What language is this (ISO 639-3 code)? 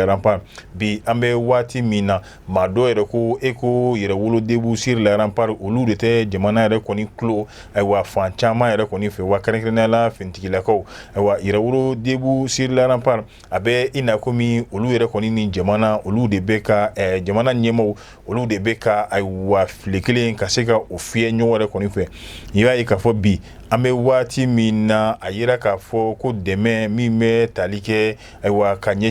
bam